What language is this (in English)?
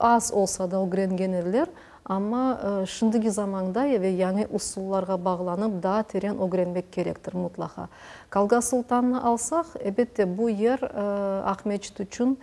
Crimean Tatar